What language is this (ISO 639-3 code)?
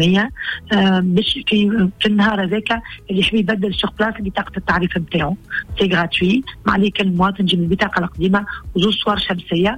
aeb